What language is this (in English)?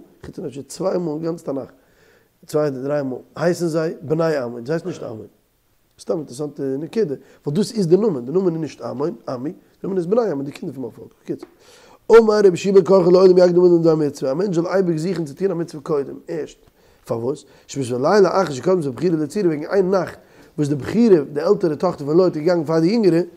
Yiddish